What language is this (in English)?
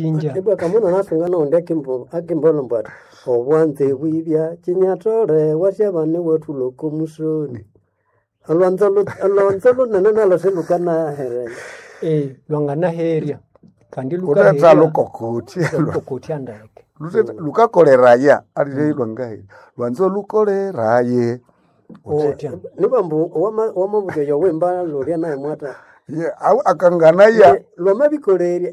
Nande